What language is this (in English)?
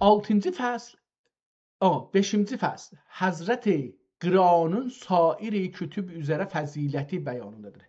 South Azerbaijani